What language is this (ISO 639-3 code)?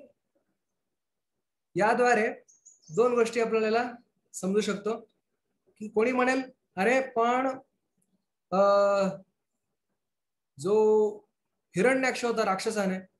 mar